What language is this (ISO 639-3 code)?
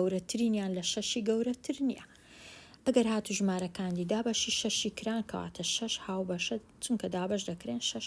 ckb